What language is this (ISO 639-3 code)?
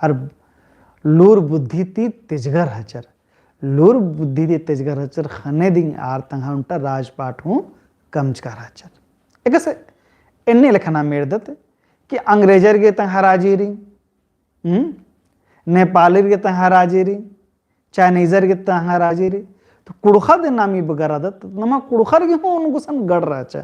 kru